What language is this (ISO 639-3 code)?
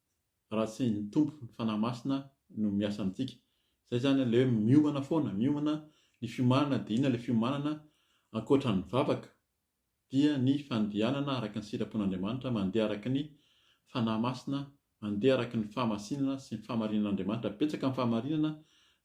mlg